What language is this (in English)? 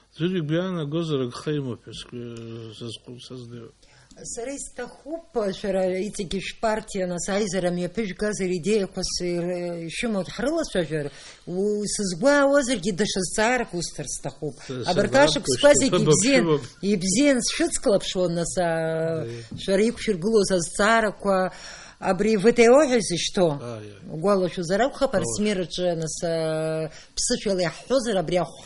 Abkhazian